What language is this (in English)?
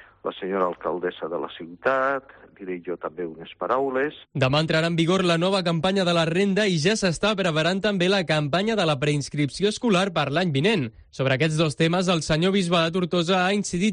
Catalan